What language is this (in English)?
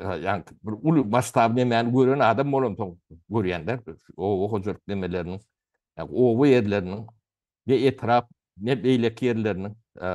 Turkmen